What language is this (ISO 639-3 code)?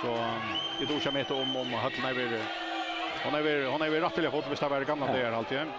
fao